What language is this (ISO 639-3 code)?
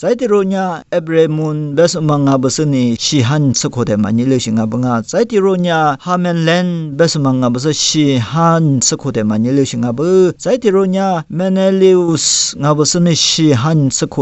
lis